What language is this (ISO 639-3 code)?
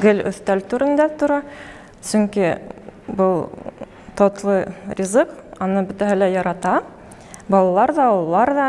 bak